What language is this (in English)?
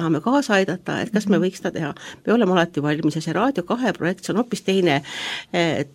Estonian